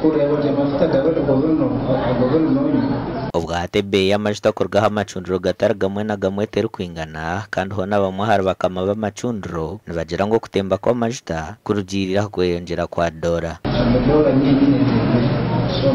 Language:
Nyankole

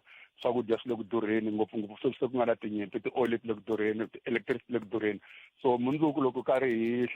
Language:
Tsonga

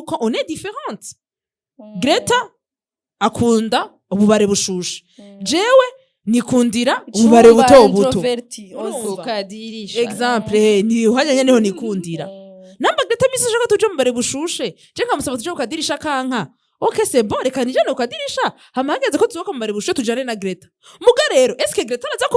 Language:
Rundi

